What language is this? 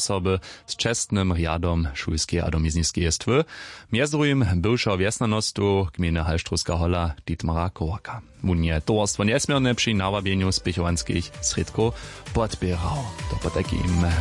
Upper Sorbian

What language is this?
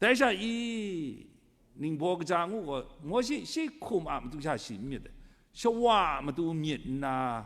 Kachin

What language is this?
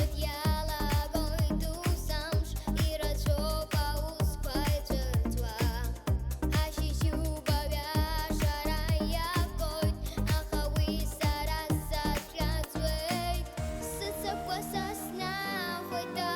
Abkhazian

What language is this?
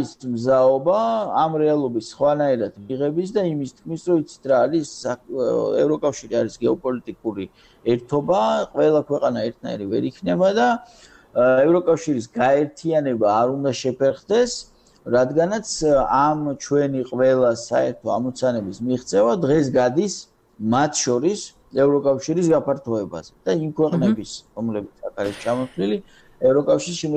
Georgian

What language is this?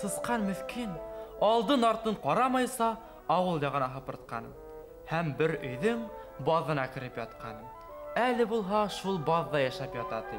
Bashkir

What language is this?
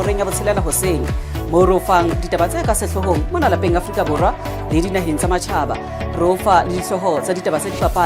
Southern Sotho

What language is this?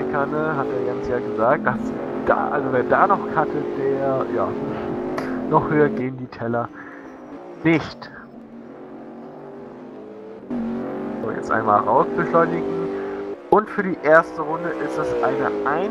German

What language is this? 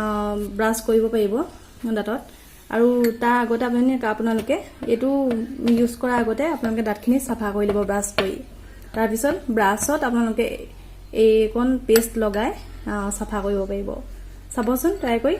Assamese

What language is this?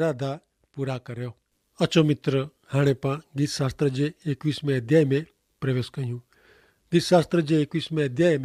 Kachhi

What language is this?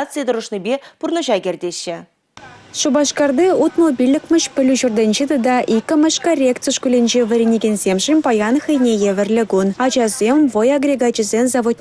Chuvash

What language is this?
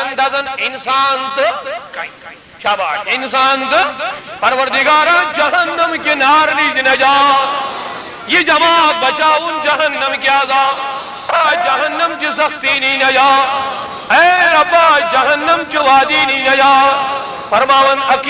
Kashmiri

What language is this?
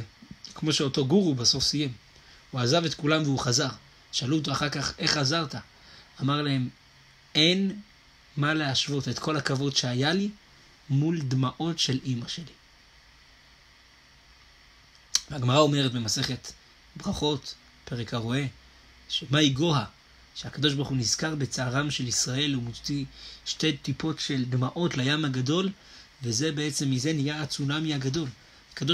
Hebrew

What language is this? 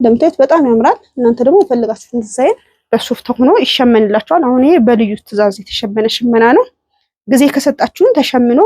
Amharic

